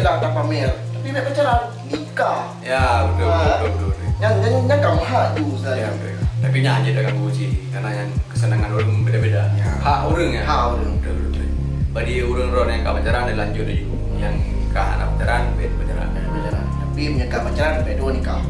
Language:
Achinese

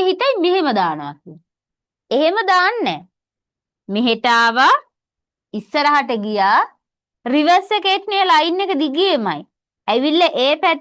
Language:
Sinhala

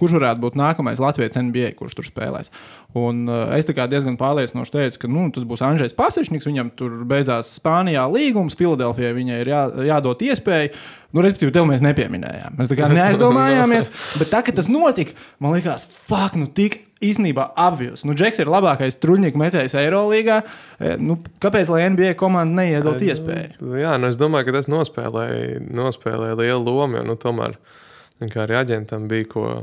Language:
Latvian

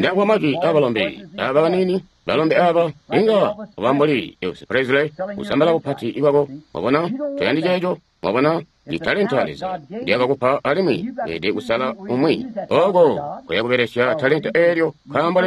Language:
Tonga (Zambia)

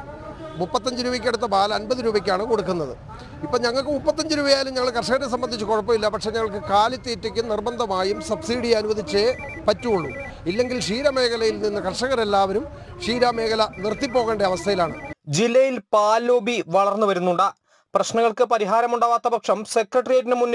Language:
Malayalam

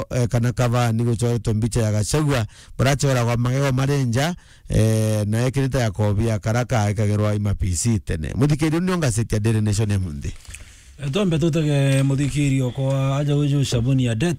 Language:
Meru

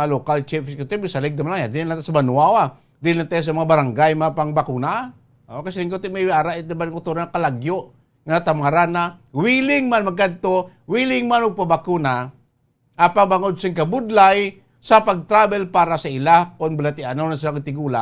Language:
Hiligaynon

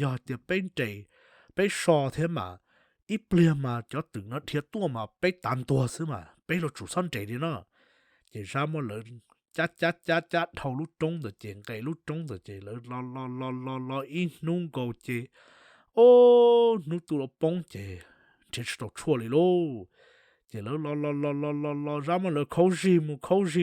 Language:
Hmong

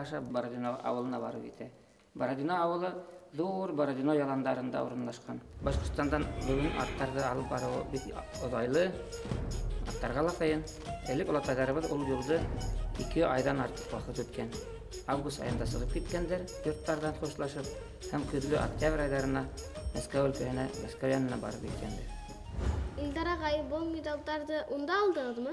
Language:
Bashkir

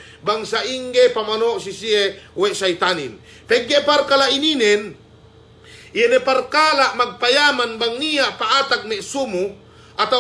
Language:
Yakan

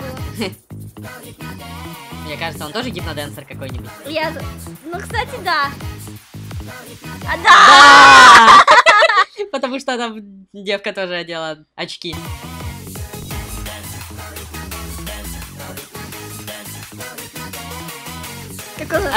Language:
Russian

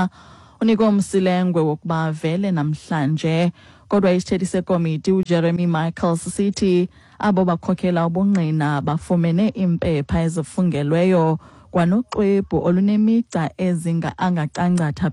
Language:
Xhosa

